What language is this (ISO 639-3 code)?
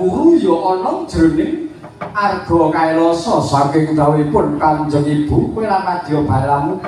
jav